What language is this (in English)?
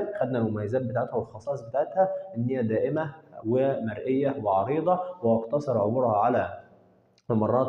Egyptian Arabic